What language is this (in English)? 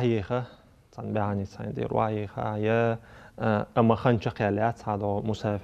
Chechen